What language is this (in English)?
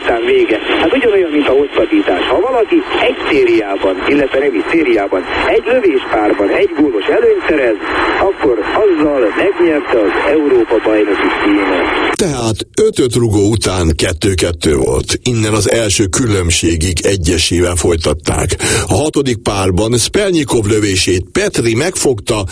Hungarian